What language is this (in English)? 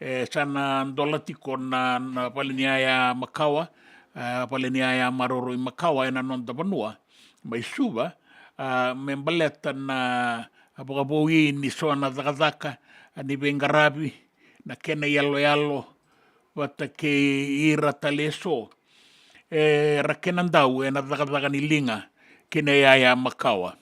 Fijian